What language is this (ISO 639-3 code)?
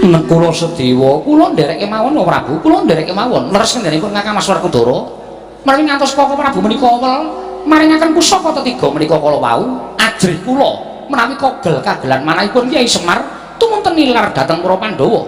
jav